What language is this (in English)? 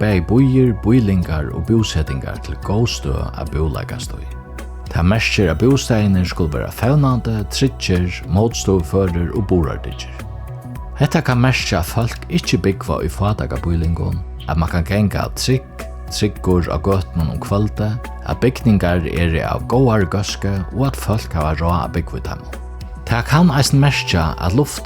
Faroese